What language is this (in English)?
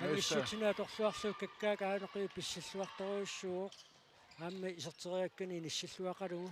Kalaallisut